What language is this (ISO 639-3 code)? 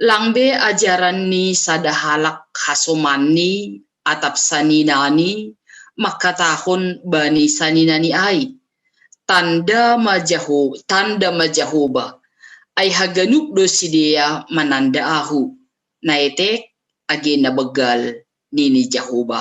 bts